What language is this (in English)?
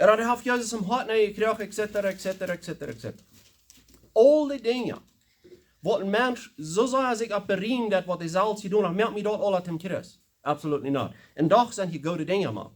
Plautdietsch